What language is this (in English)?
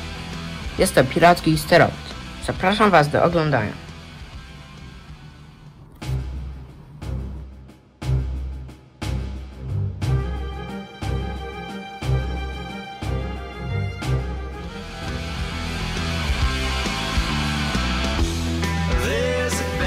Polish